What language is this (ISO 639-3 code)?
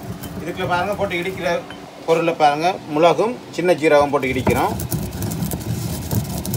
tam